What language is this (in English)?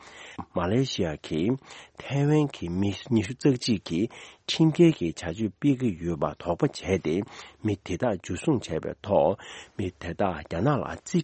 Tibetan